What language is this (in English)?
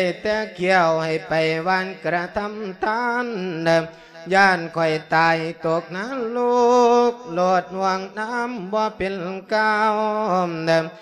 Lao